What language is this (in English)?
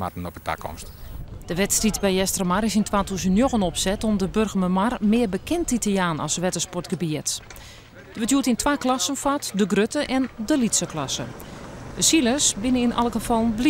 Western Frisian